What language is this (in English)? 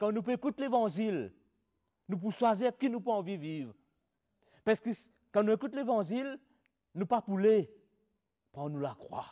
Morisyen